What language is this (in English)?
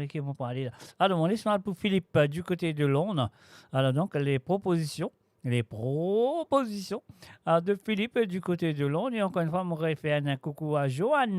Morisyen